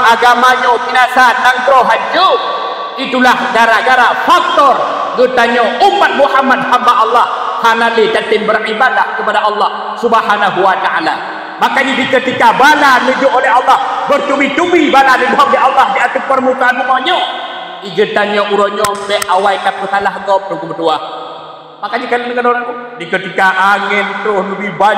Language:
Achinese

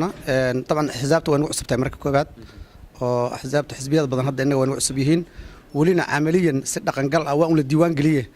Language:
Somali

